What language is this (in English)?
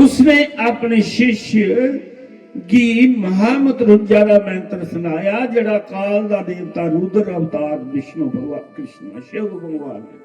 Dogri